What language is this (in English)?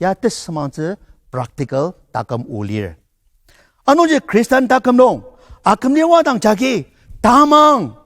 Ao Naga